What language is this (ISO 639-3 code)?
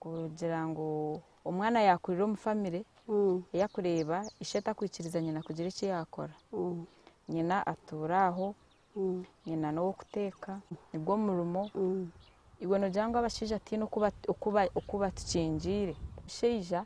nyn